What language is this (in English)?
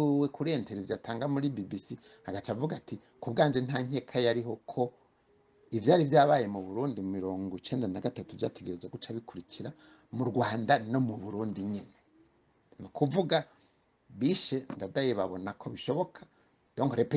Rundi